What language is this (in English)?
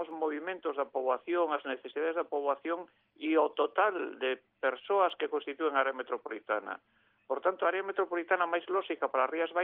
Galician